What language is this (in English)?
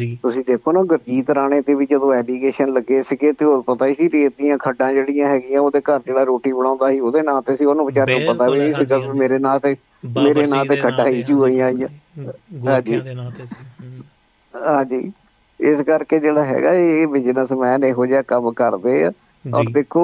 Punjabi